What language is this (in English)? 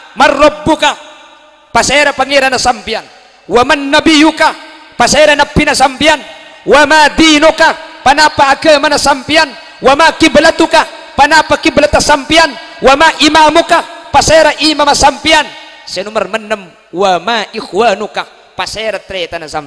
Madurese